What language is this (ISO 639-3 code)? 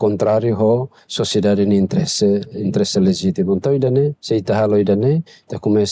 tet